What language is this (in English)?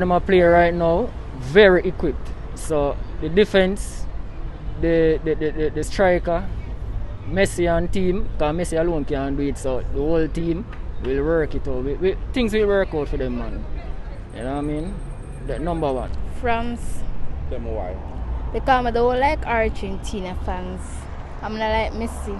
Jamaican Creole English